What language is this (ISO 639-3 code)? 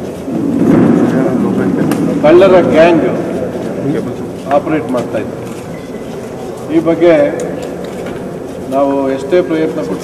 kan